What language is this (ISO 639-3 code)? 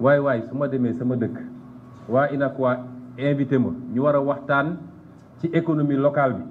wol